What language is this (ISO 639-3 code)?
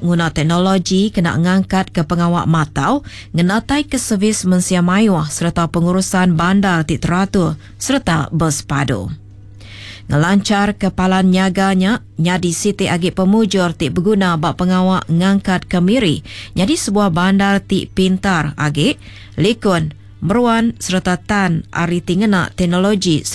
iba